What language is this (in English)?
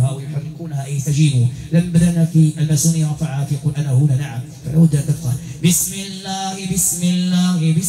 Arabic